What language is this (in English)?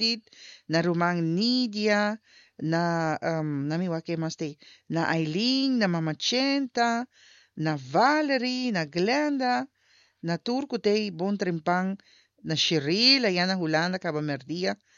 Papiamento